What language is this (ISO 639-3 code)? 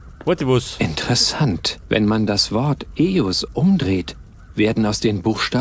bar